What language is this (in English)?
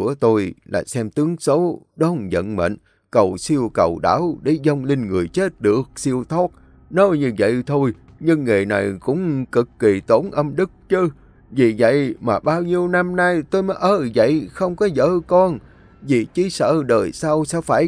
Vietnamese